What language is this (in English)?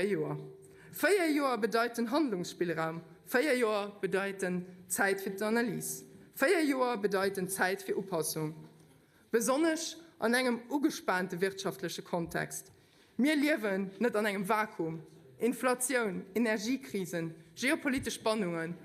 Luxembourgish